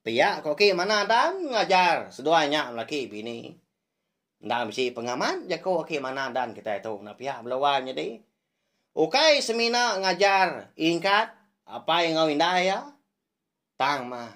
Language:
Iban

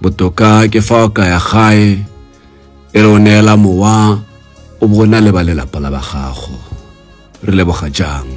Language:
Tswana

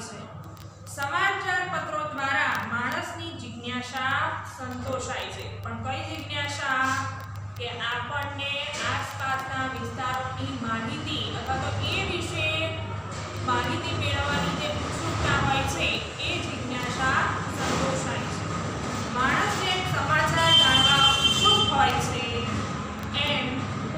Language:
Gujarati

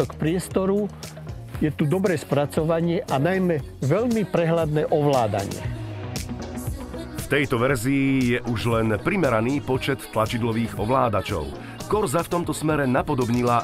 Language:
Slovak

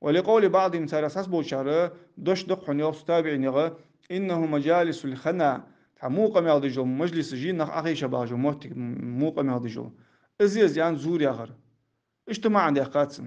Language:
Ingush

